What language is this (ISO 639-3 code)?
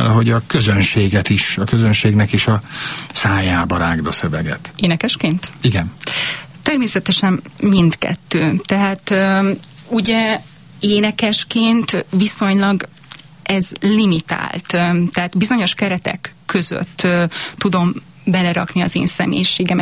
hun